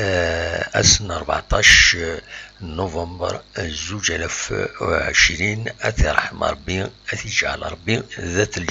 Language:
Kabyle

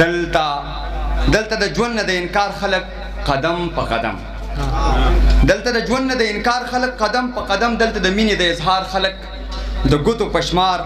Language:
Pashto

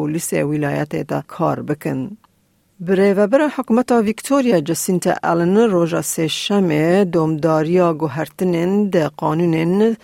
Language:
Kurdish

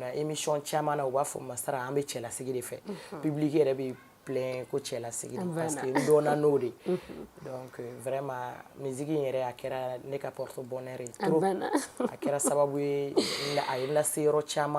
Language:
Bambara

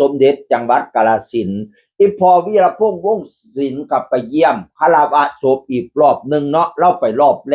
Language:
Northeastern Thai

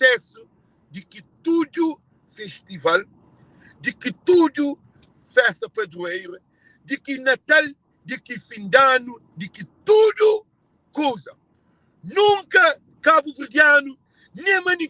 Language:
Kabuverdianu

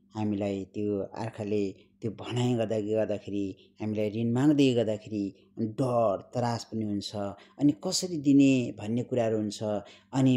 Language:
Nepali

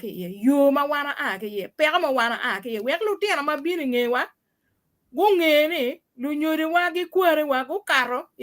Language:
Acoli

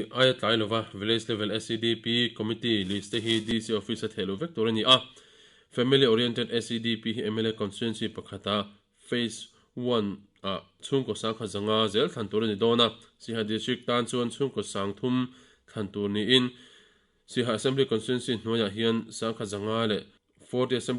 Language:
Mizo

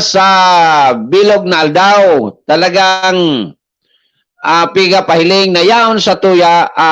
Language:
Bikol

